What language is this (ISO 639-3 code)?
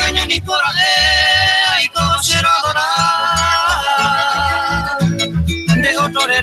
grn